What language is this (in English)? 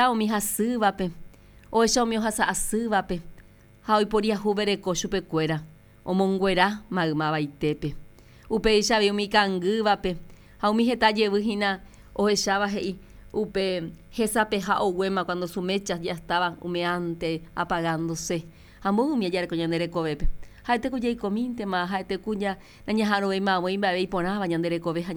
Guarani